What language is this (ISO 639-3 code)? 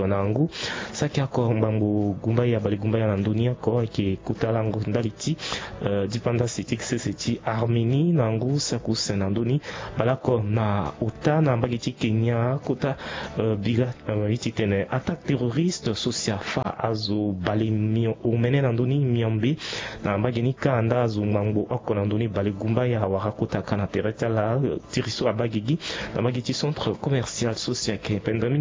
sag